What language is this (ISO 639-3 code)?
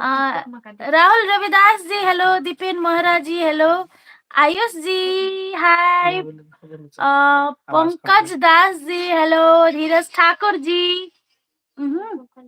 mai